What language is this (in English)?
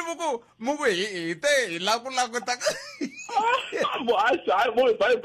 Tsonga